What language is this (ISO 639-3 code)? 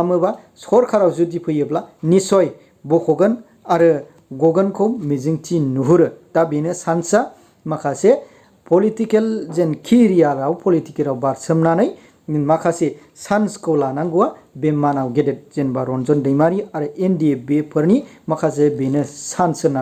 brx